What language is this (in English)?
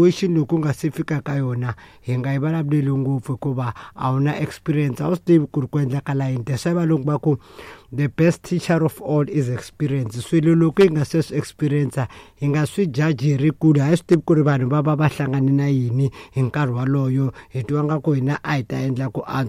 Tsonga